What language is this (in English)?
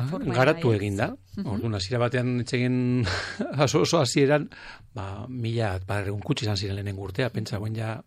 Basque